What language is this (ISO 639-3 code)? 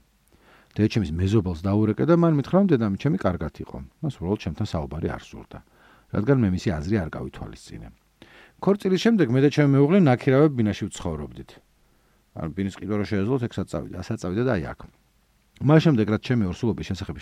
kat